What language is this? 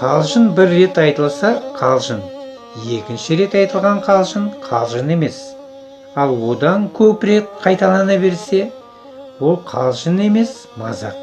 Kazakh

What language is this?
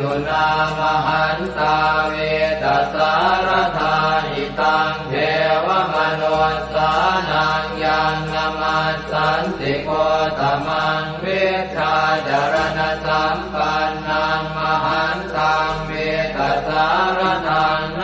Pali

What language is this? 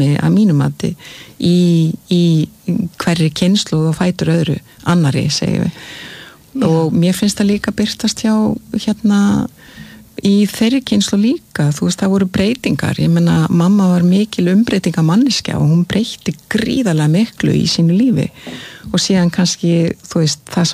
Icelandic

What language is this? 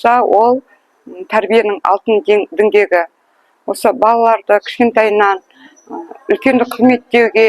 Kazakh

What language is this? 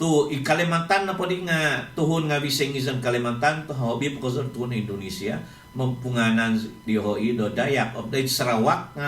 Central Dusun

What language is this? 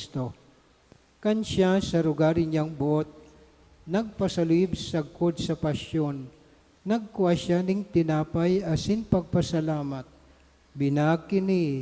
Bikol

